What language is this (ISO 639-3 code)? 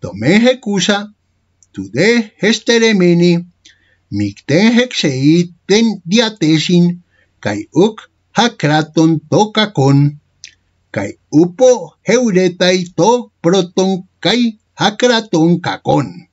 grc